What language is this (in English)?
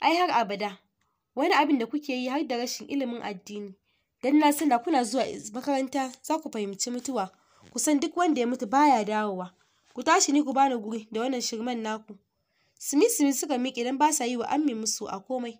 Hausa